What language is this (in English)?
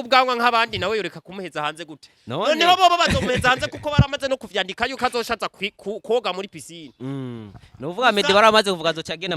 Rundi